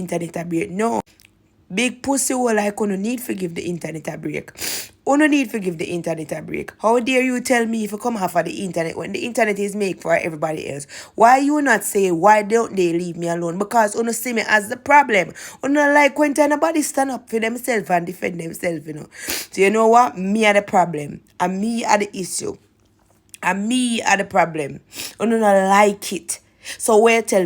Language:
Jamaican Creole English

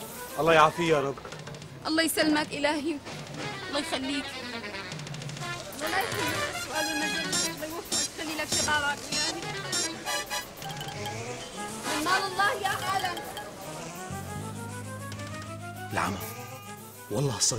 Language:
North Levantine Arabic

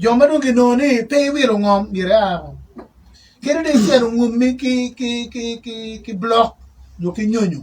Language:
Acoli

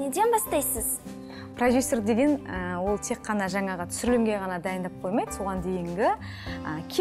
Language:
Kazakh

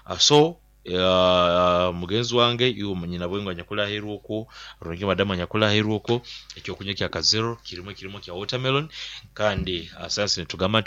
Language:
Nyoro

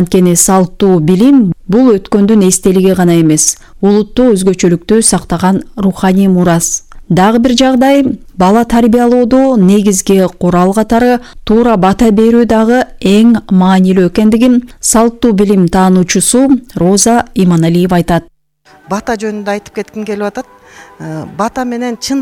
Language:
Kyrgyz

